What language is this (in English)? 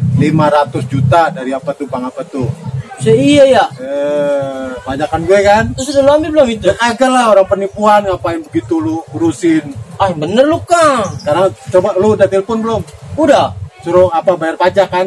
Betawi